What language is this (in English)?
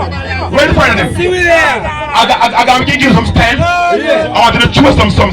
Jamaican Creole English